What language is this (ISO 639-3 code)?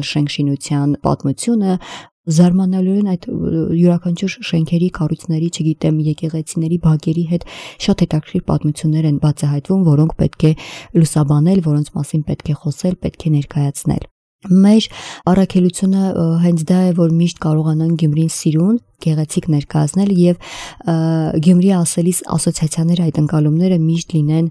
hye